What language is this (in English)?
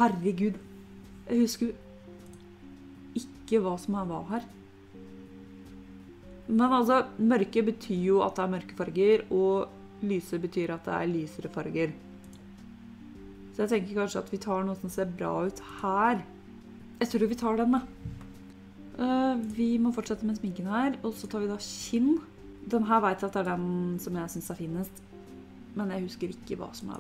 Norwegian